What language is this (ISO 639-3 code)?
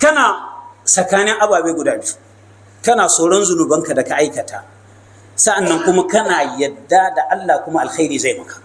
hau